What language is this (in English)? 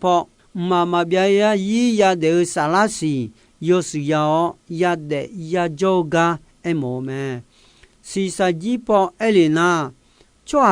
Akha